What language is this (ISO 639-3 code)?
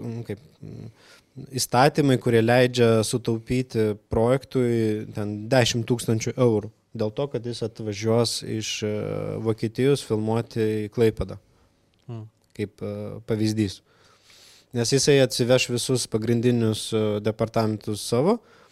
lit